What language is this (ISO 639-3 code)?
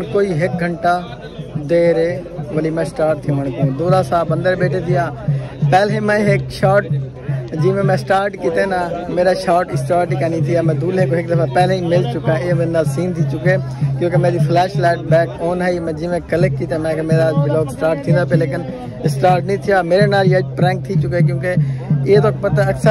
skr